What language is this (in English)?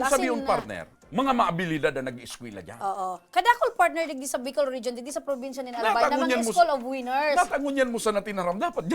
Bikol